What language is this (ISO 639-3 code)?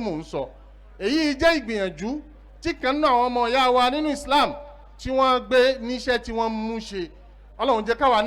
yor